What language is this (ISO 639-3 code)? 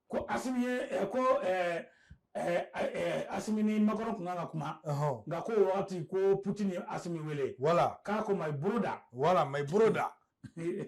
bam